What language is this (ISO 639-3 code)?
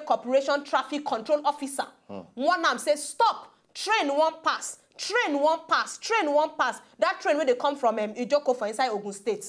pcm